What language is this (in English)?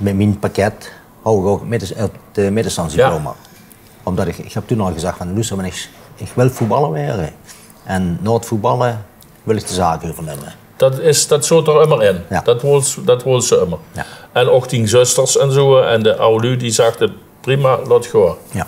Limburgish